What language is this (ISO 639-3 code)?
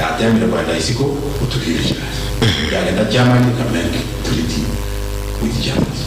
guz